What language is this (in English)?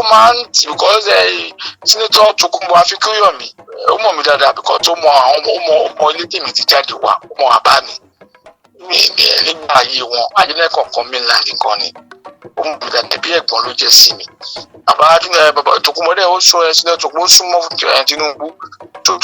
Yoruba